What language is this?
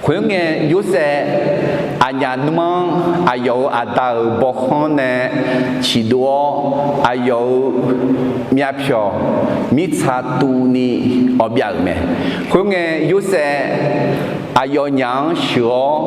Akha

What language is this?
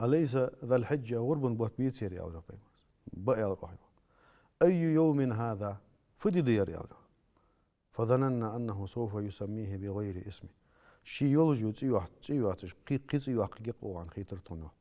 Ingush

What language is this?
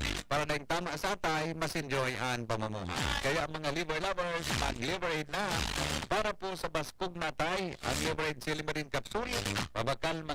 Bikol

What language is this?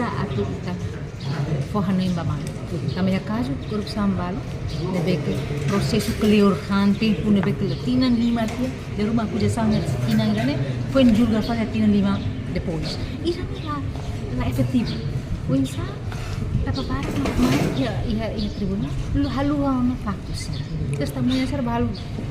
Tetum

